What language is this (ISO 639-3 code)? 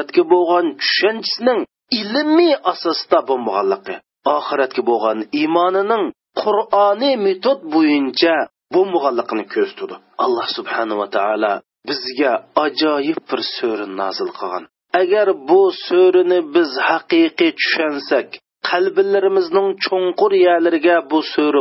uig